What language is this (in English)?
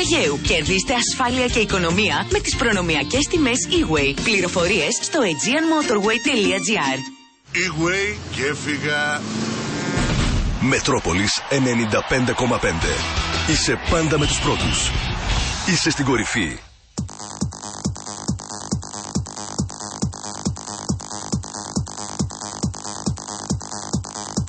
Greek